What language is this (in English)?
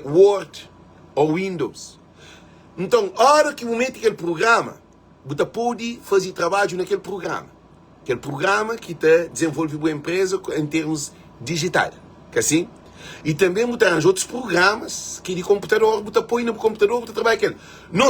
Kabuverdianu